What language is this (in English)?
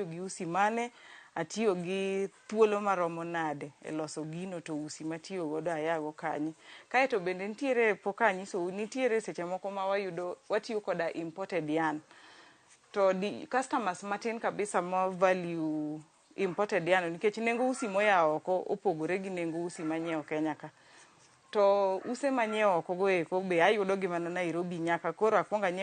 Luo (Kenya and Tanzania)